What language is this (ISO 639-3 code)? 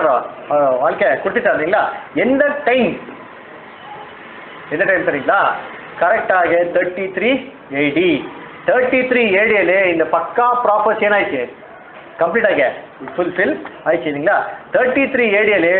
tam